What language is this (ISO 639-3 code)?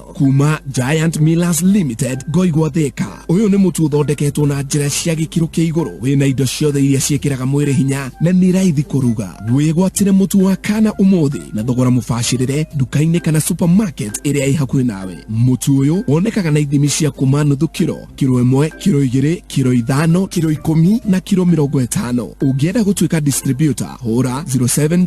kik